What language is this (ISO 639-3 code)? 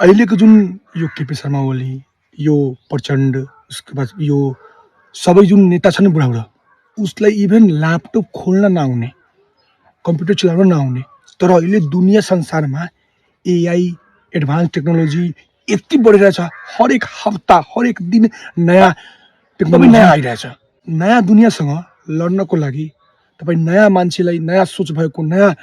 nep